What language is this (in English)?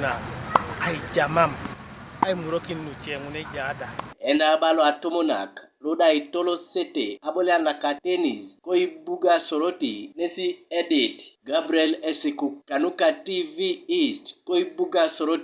Teso